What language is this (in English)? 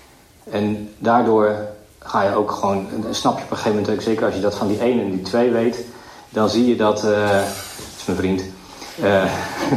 Dutch